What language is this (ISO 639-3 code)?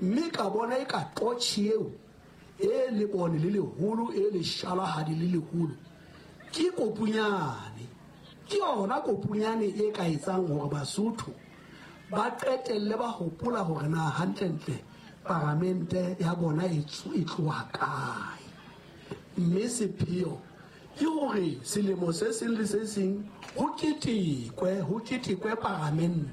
sot